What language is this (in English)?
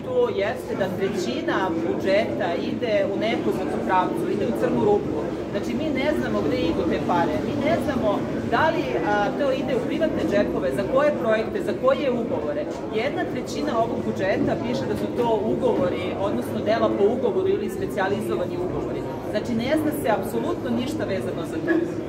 Serbian